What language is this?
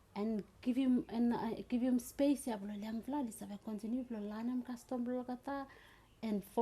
Bislama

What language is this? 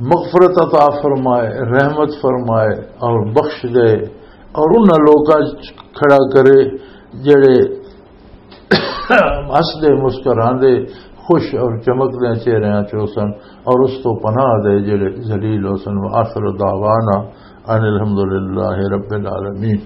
Western Panjabi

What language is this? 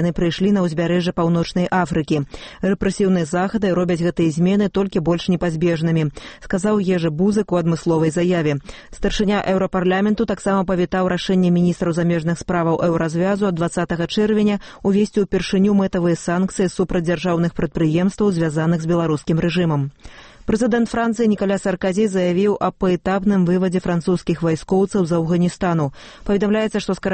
Belarusian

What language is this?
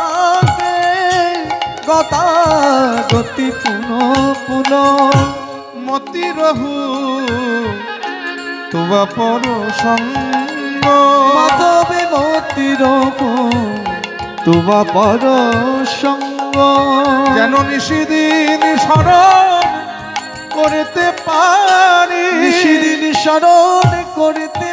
Bangla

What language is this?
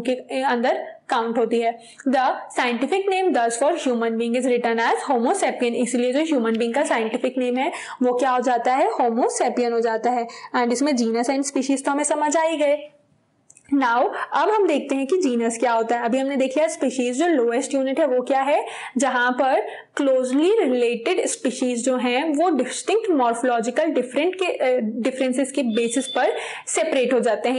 Hindi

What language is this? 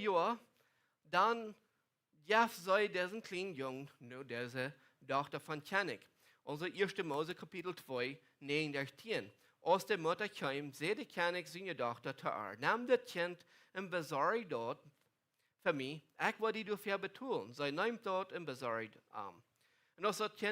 Plautdietsch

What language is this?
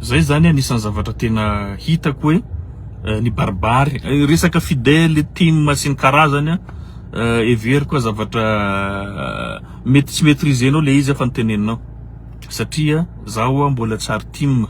Malagasy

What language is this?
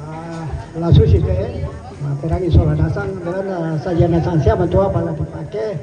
Toraja-Sa'dan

